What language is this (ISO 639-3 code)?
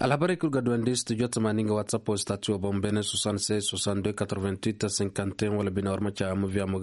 ses